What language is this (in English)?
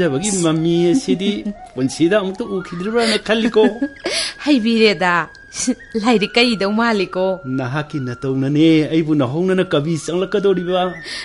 Manipuri